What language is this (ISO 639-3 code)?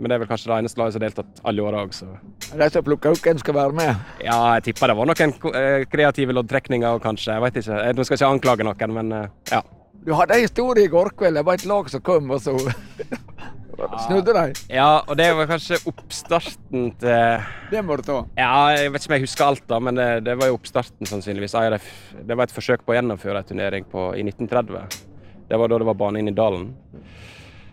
nor